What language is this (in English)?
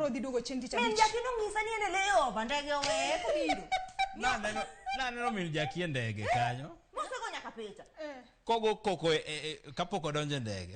Luo (Kenya and Tanzania)